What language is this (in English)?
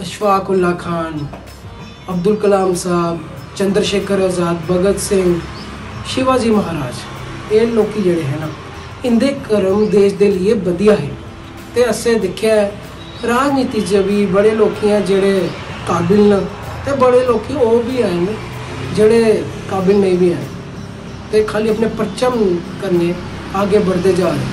Dogri